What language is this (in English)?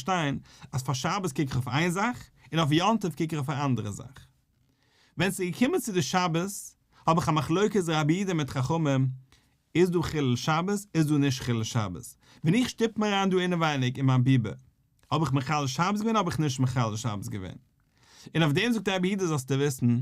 Yiddish